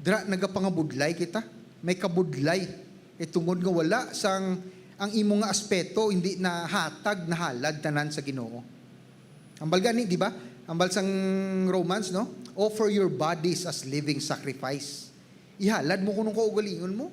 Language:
Hiligaynon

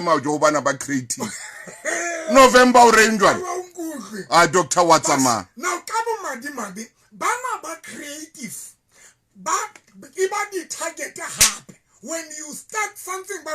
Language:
Southern Sotho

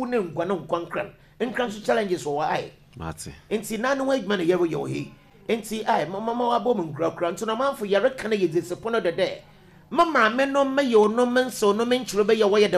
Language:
Akan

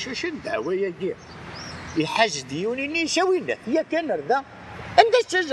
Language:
Kabyle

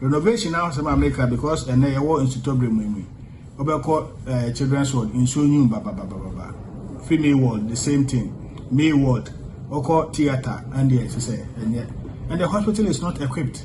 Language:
Akan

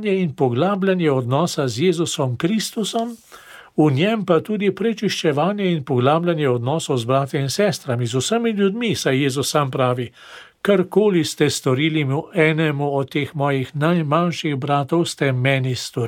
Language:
Slovenian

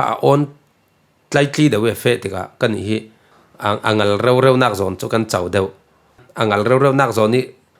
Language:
Falam Chin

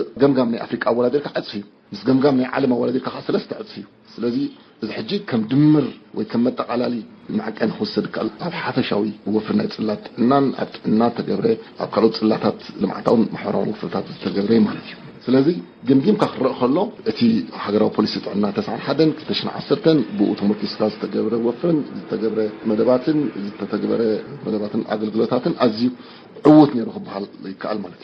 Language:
Tigrinya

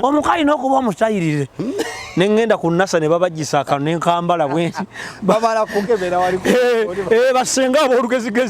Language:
Ganda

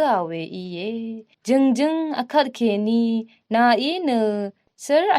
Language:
Rawang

